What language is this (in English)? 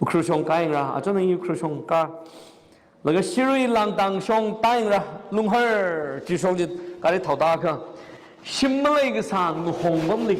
Tangkhul Naga (India)